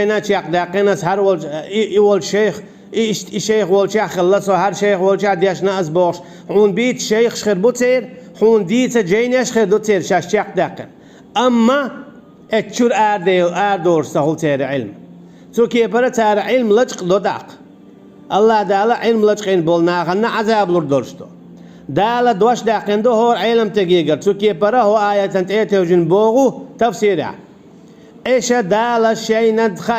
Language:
Chechen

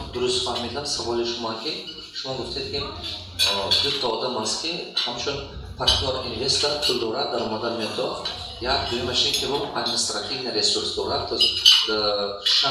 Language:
Tajik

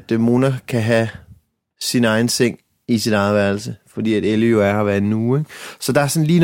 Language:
Danish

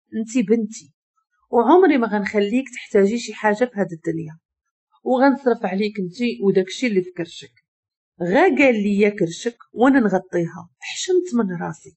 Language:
Moroccan Arabic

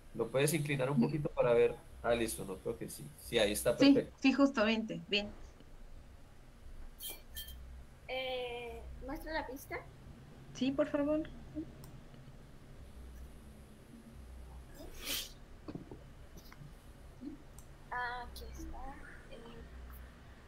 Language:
Spanish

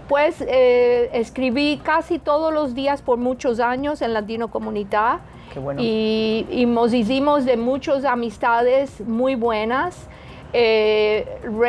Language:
Ladino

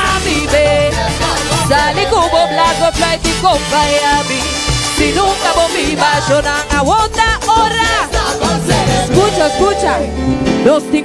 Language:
Papiamento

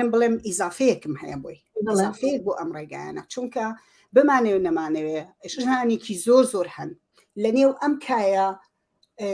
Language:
Central Kurdish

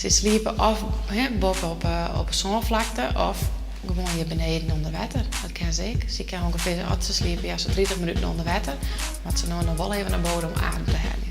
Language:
Western Frisian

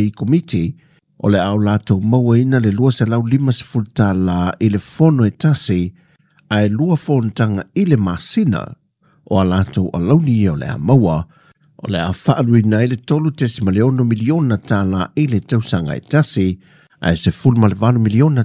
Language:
Samoan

